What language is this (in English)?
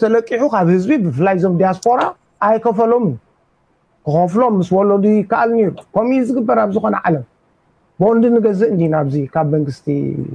Tigrinya